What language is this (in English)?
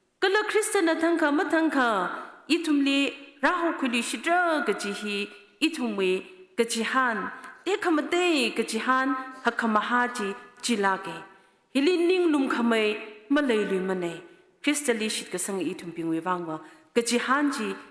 Tangkhul Naga (India)